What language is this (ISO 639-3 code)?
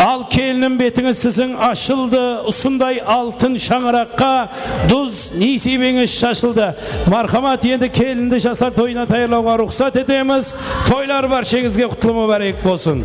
kaa